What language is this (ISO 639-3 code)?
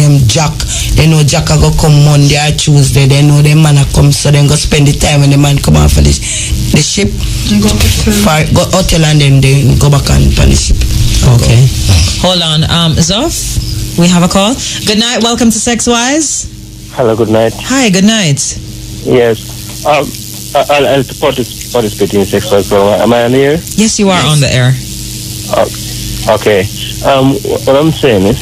jam